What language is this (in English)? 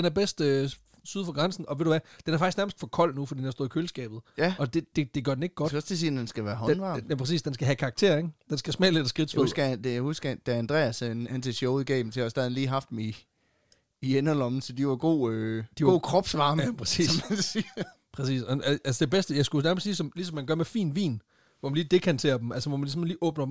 Danish